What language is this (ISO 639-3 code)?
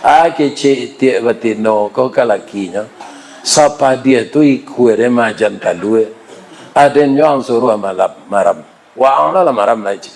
min